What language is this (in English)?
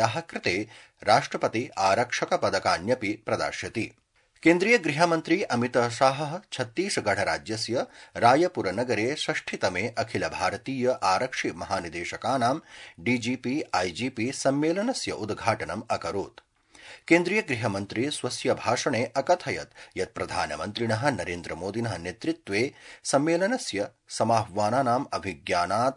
Sanskrit